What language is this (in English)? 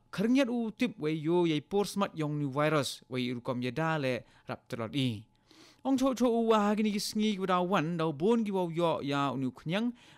Khasi